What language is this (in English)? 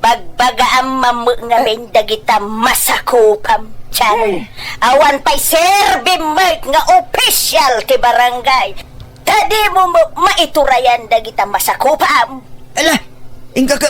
Iloko